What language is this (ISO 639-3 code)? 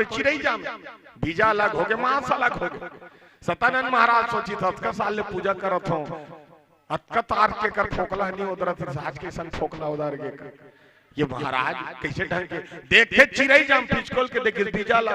hne